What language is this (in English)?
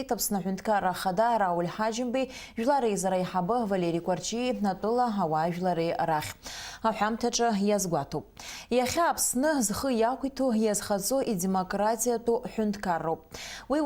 Abkhazian